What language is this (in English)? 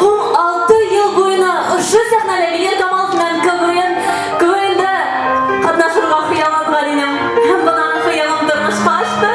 Bashkir